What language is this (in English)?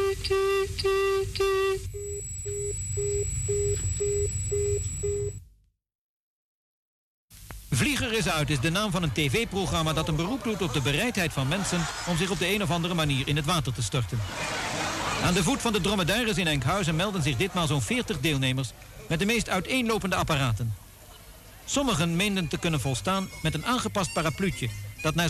Dutch